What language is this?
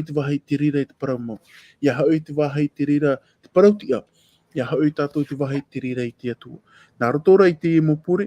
Tahitian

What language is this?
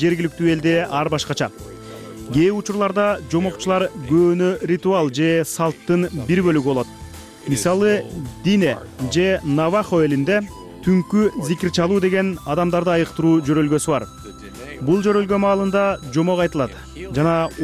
Kyrgyz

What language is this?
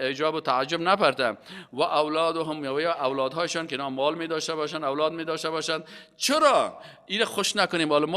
Persian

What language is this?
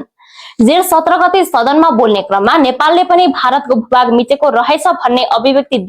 Nepali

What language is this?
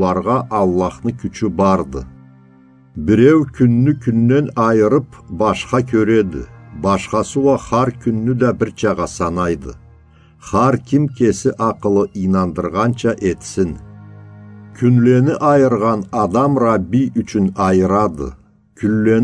Karachay-Balkar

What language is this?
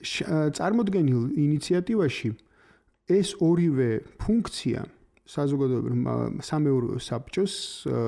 Georgian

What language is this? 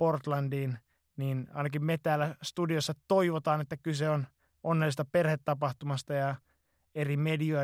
Finnish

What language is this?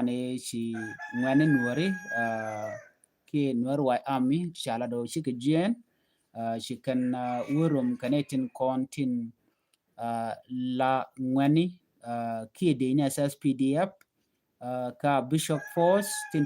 Nuer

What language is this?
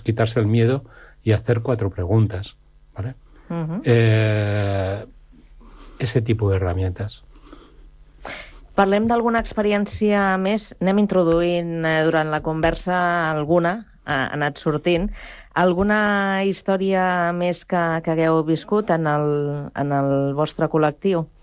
Catalan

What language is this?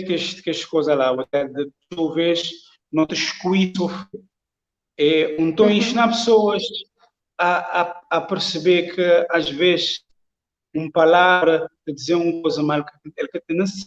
Kabuverdianu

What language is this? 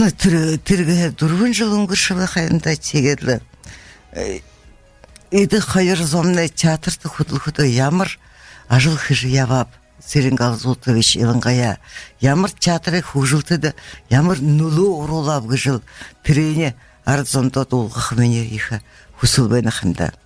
Buriat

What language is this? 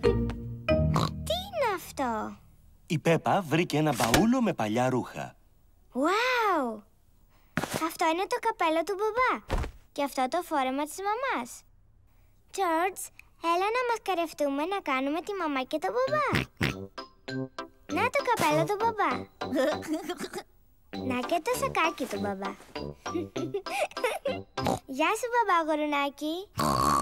Greek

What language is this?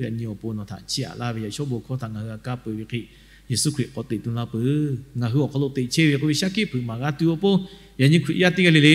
Lahu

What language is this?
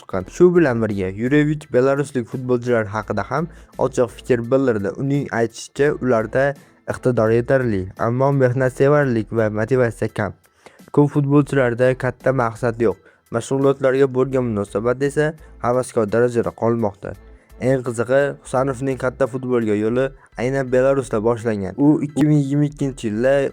Uzbek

